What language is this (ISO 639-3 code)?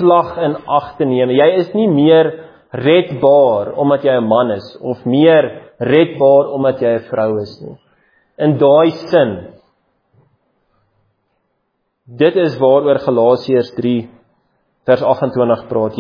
afr